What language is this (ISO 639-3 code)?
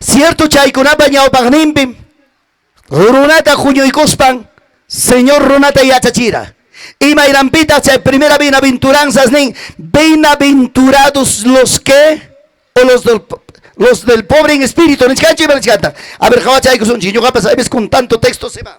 quy